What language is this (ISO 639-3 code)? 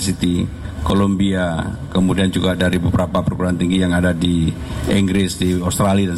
ind